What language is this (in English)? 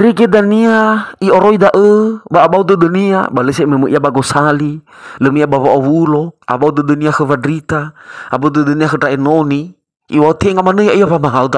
Nias